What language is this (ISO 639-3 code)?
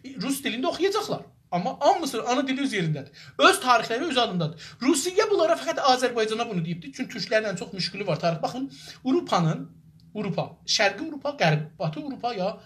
azb